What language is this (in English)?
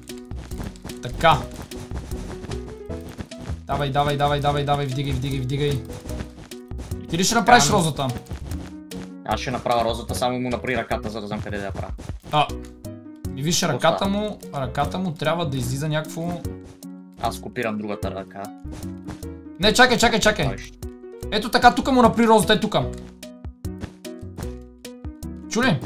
Bulgarian